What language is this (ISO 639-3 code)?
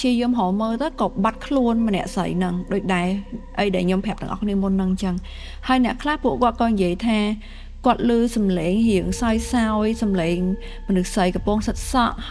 khm